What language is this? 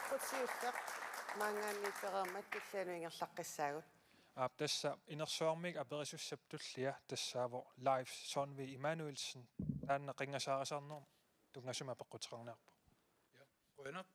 Kalaallisut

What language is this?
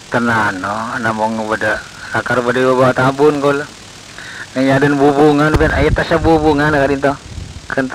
Madurese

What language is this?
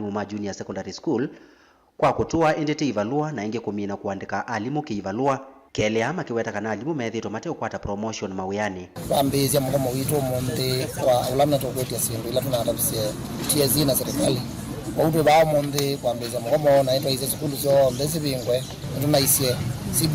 Kamba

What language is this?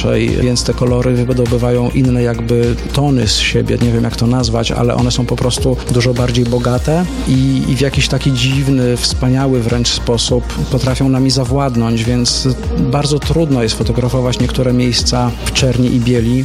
Polish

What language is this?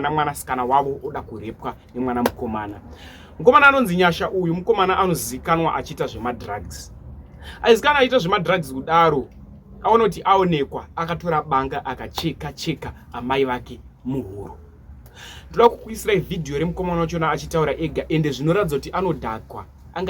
Shona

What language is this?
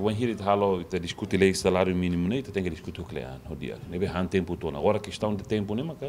Tetum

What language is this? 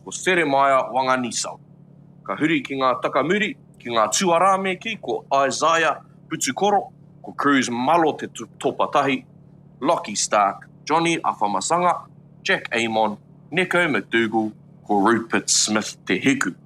Māori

